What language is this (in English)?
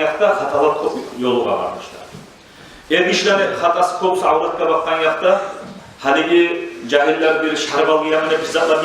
Kumyk